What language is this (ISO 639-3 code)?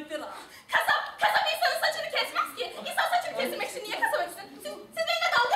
tur